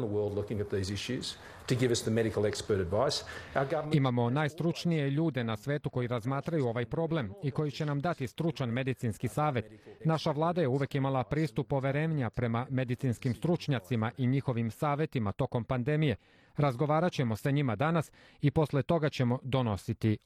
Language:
Serbian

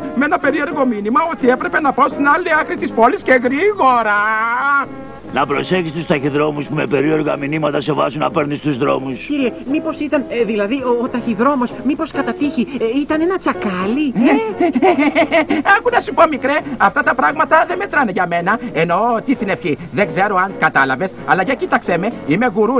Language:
Greek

